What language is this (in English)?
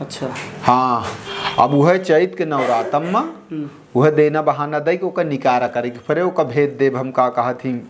Awadhi